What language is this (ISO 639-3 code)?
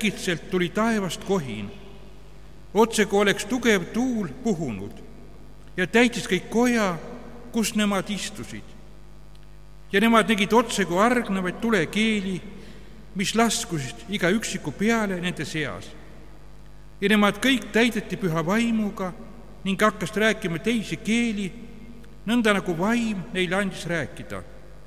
est